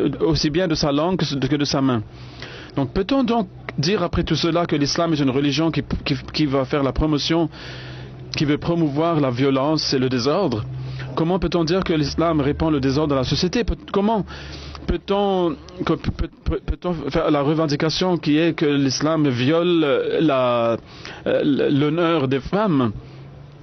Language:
French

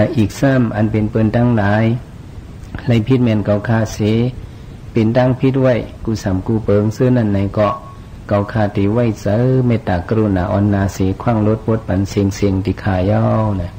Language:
Shan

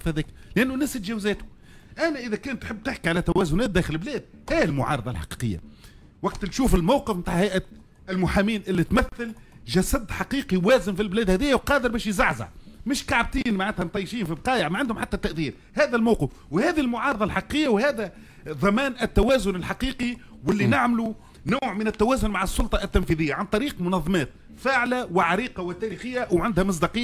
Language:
Tunisian Arabic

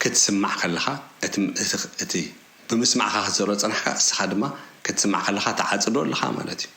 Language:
Tigrinya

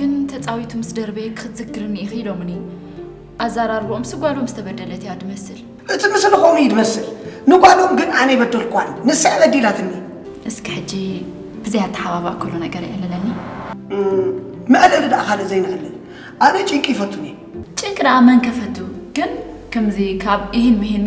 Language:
Tigrinya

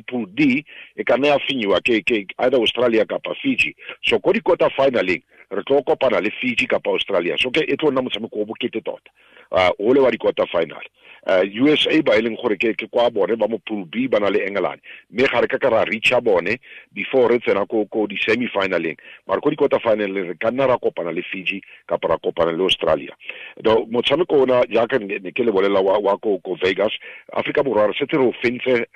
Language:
Tswana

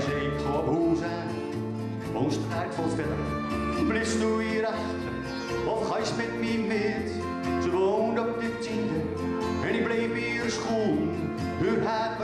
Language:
Gronings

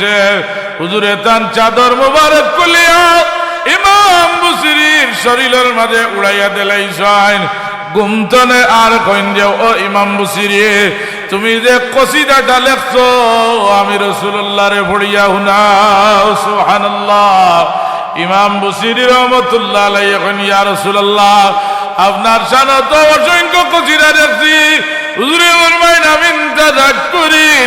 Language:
Sylheti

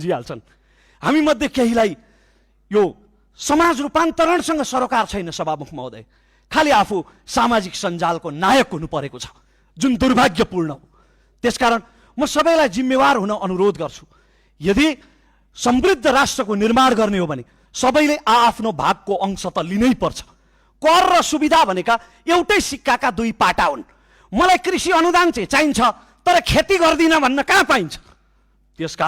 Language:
Nepali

